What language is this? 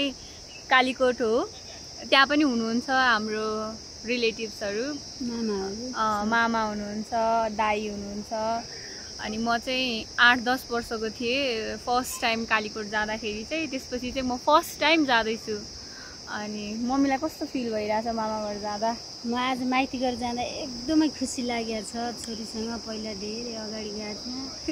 Nepali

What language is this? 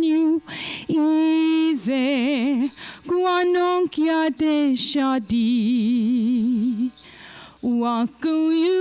Mohawk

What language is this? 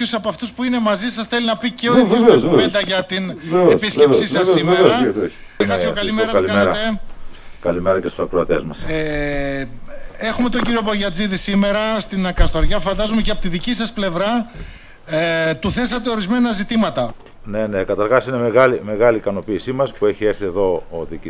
Greek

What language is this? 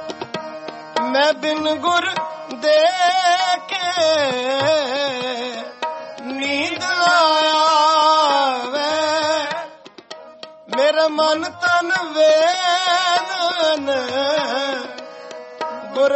Punjabi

